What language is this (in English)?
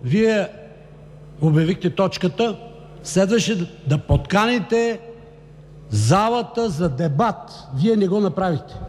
Bulgarian